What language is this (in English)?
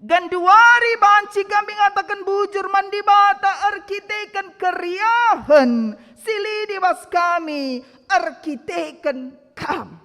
Batak Karo